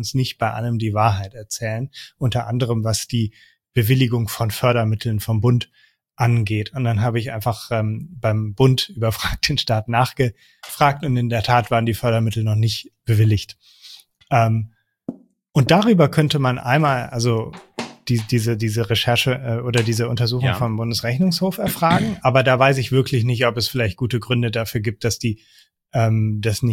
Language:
German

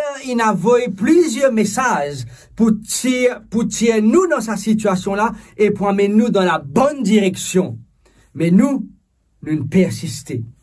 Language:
Morisyen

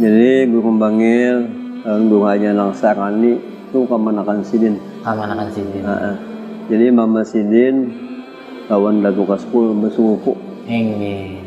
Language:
Banjar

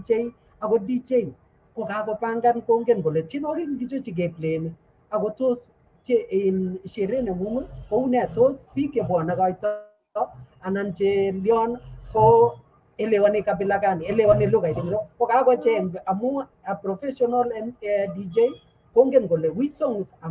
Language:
Kalenjin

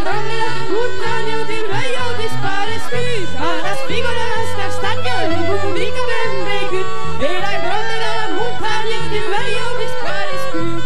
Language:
Occitan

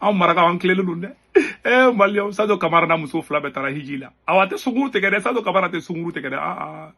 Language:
Bambara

